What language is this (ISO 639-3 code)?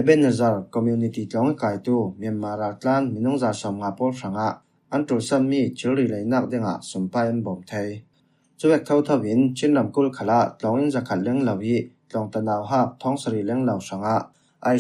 cfm